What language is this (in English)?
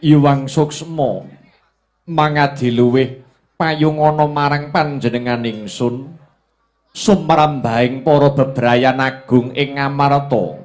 Javanese